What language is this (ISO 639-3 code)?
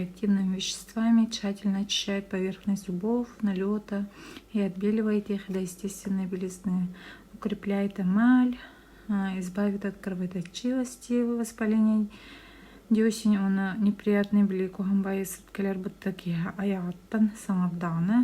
sah